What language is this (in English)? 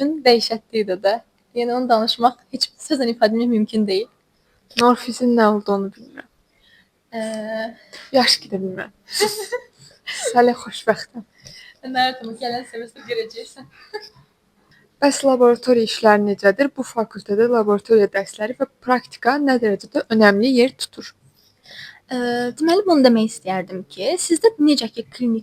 Azerbaijani